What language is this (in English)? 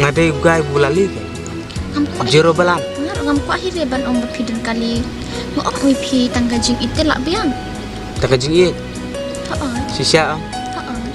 Khasi